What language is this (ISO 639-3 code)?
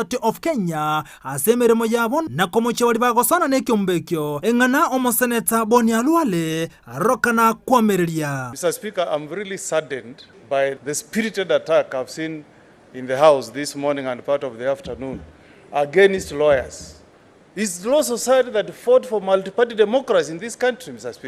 guz